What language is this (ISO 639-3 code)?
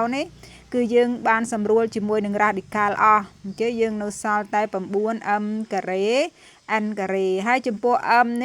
khm